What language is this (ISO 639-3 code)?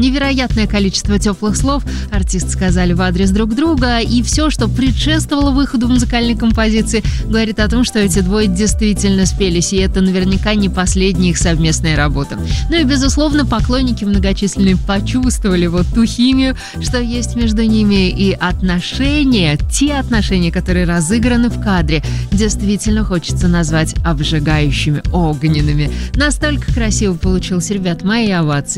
rus